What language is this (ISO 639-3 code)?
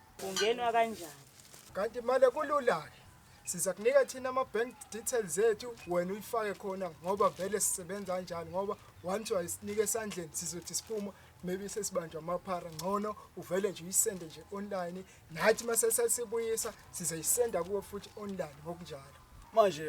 zul